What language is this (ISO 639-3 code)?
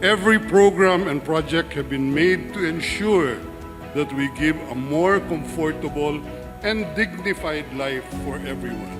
ceb